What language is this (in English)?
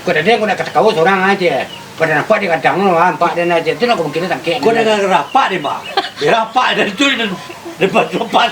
Minangkabau